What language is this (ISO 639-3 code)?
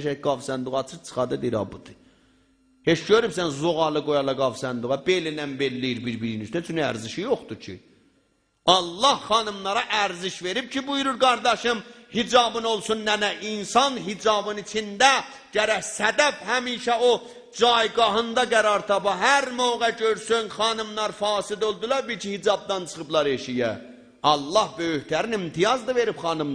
azb